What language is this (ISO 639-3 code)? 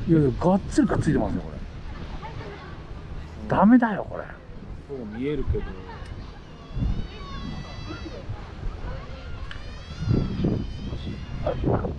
jpn